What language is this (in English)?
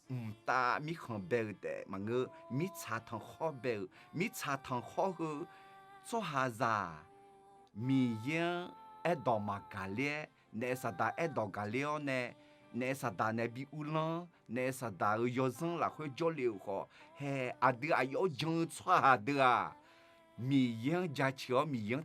Akha